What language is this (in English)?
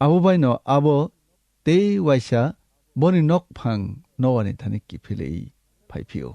Kok Borok